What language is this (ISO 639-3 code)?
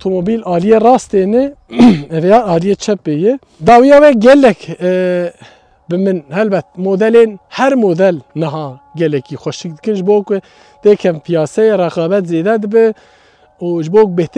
kur